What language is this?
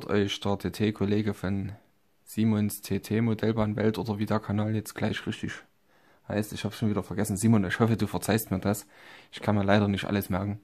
German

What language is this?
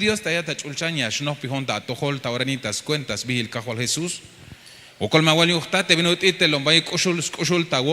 Tzeltal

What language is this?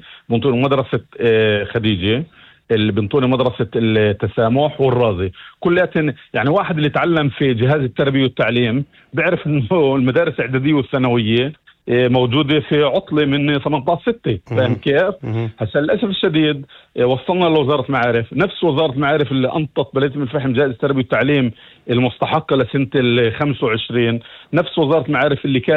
North Levantine Arabic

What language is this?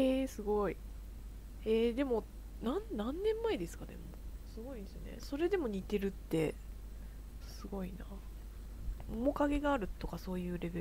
Japanese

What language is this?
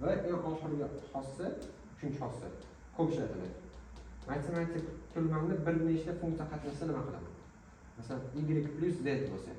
Uzbek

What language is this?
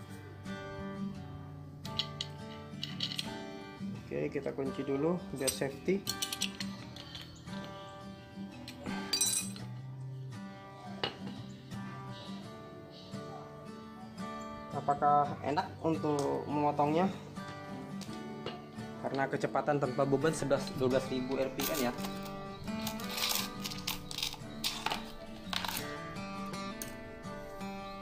Indonesian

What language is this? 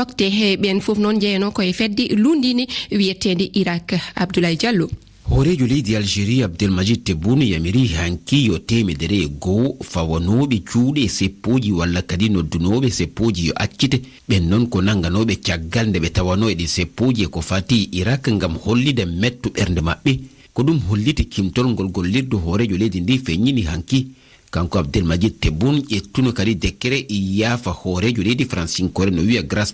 Fula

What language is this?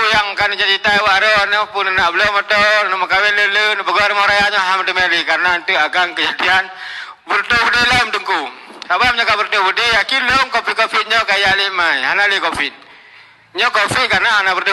Achinese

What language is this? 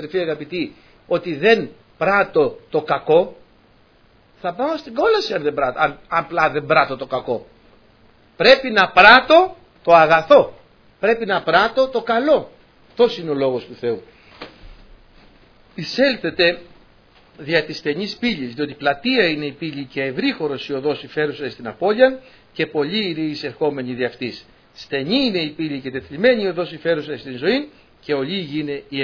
Greek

